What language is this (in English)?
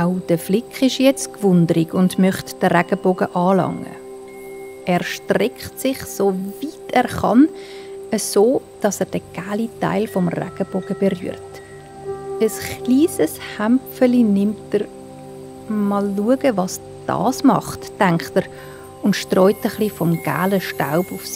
Swiss German